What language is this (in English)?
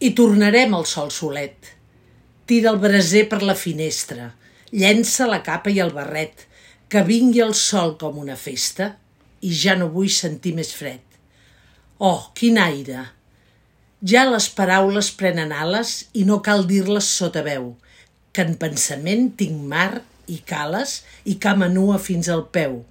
Catalan